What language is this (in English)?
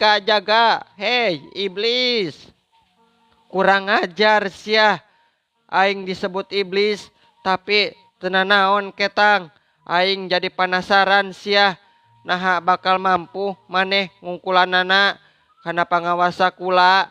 Sundanese